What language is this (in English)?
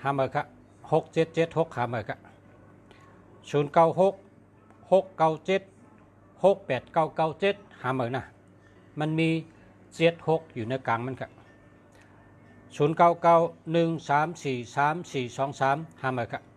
Shan